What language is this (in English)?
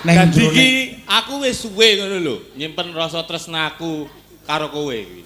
Javanese